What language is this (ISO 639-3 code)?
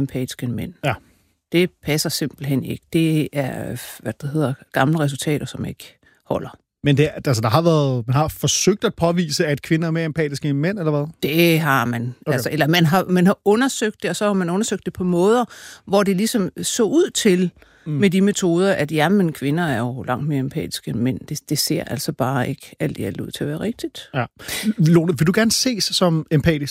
dan